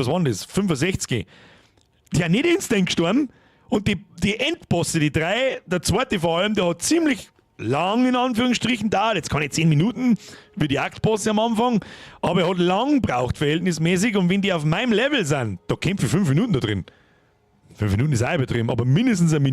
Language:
Bavarian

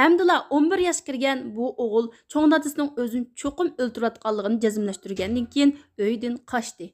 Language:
Uyghur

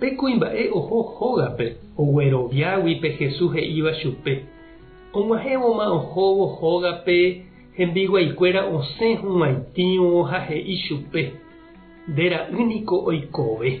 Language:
Guarani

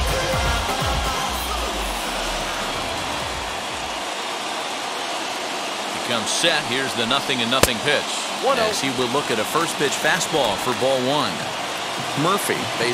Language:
English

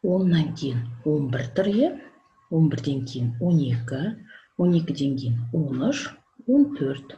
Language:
Kazakh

